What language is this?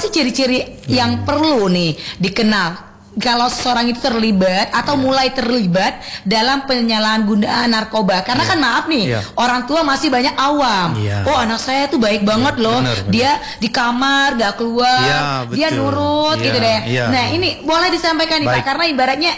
Indonesian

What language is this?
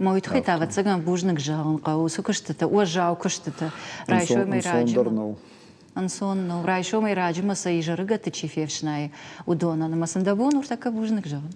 Ossetic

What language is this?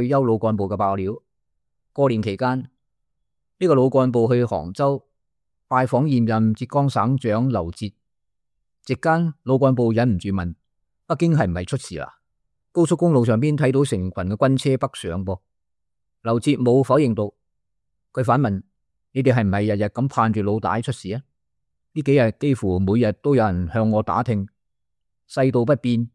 Cantonese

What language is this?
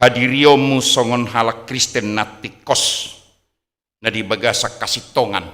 Batak Toba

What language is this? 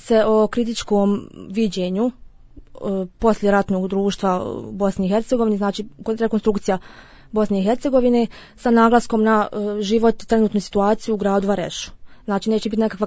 Bosnian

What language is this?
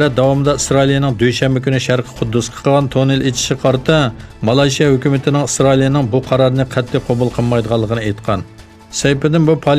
Uyghur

